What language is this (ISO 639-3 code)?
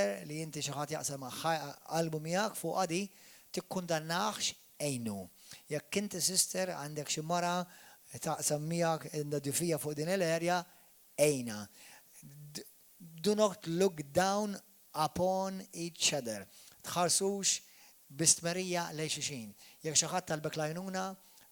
mlt